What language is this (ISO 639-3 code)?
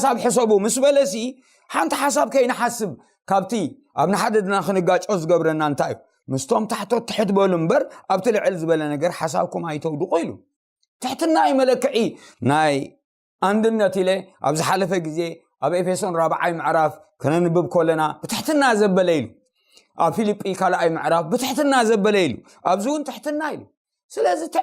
tir